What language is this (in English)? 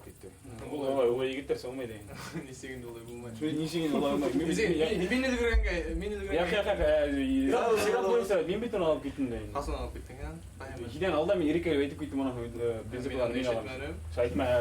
Bashkir